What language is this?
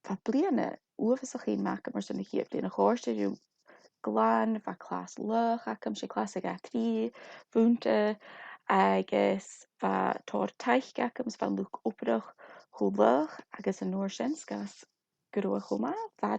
Scottish Gaelic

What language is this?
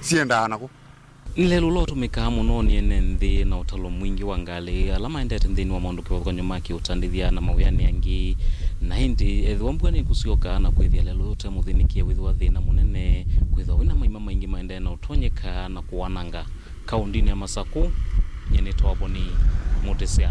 Kamba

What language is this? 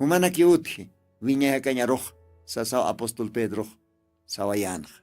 Aymara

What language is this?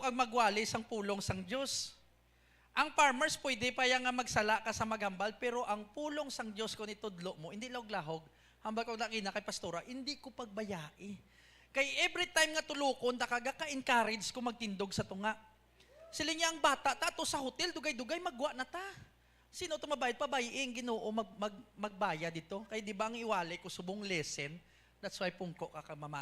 Hiligaynon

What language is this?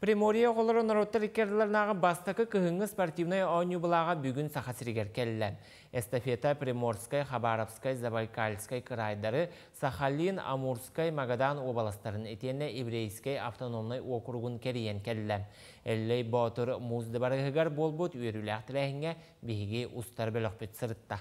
Yakut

